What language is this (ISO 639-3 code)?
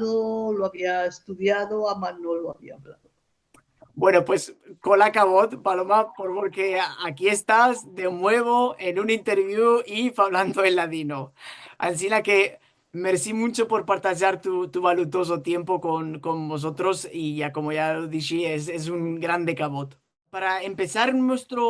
lad